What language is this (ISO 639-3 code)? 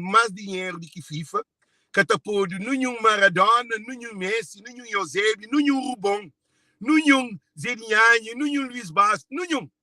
kea